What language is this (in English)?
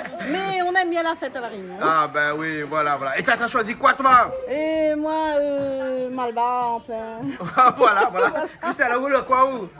Réunion Creole French